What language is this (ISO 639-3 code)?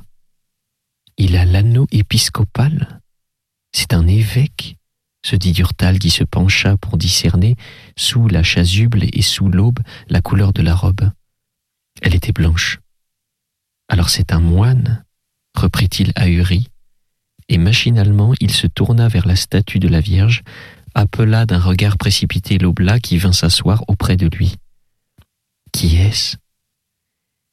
fra